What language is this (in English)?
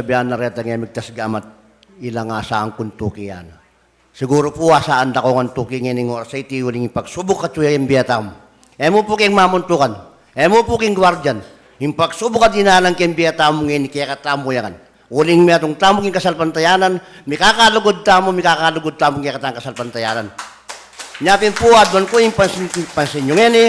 Pampanga